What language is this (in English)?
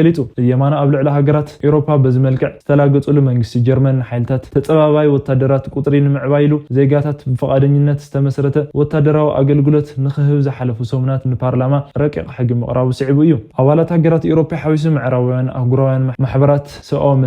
Tigrinya